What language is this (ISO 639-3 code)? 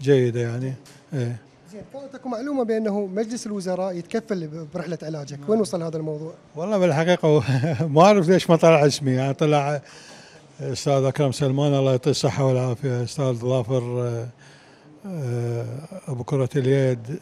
acm